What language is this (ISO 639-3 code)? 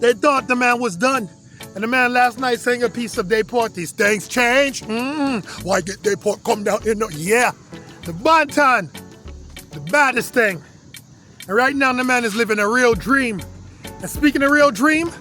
jam